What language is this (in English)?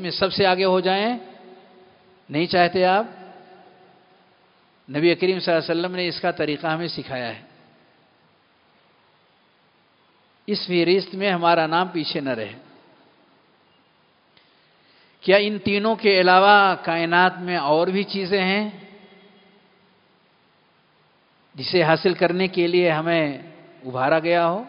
Urdu